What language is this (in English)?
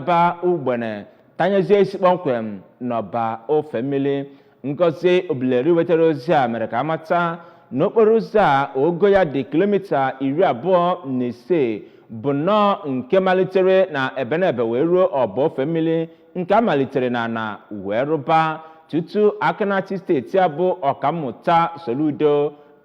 Igbo